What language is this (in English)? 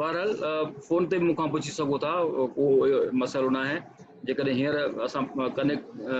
Sindhi